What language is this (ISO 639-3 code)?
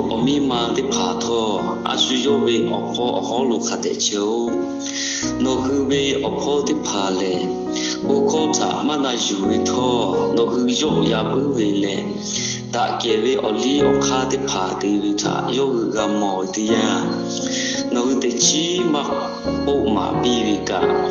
lhu